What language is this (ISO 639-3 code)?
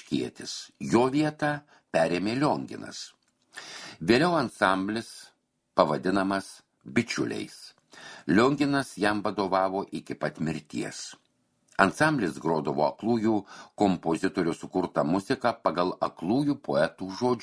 lit